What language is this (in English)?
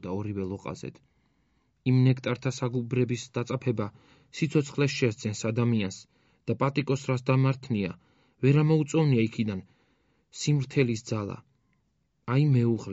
Georgian